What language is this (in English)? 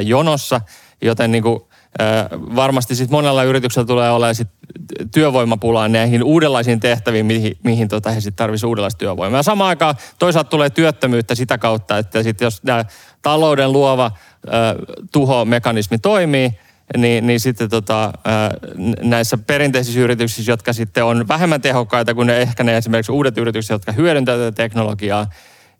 Finnish